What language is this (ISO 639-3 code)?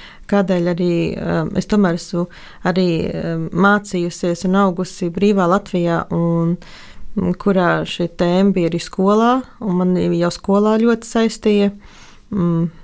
lav